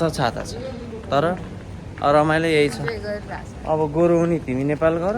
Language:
Nepali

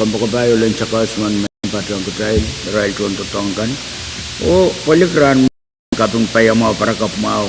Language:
Pohnpeian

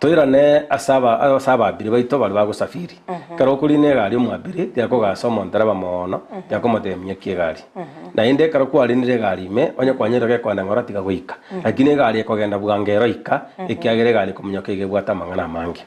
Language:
Gusii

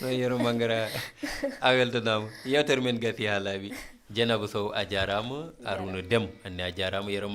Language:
Fula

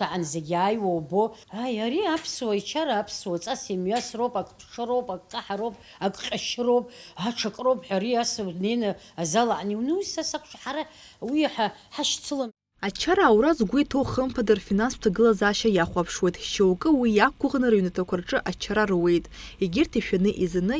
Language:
Abkhazian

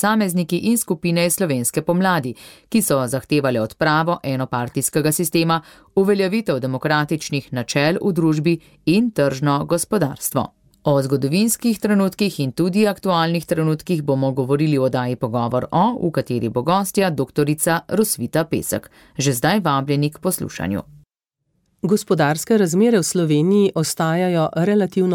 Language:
Slovenian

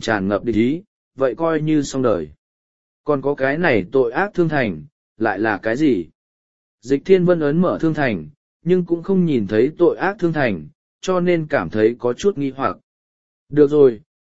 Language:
Vietnamese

